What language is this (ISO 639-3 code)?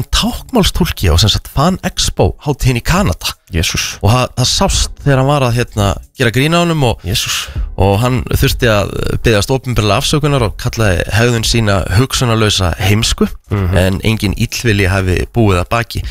isl